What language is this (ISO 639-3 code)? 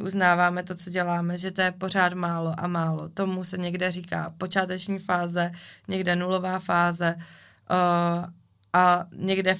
ces